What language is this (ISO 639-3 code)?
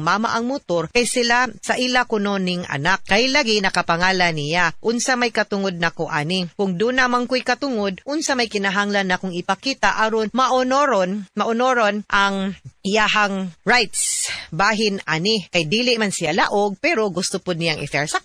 ceb